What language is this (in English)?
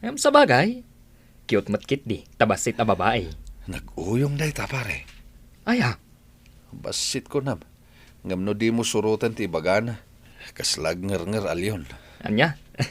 Iloko